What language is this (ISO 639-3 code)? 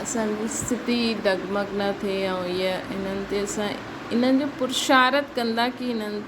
snd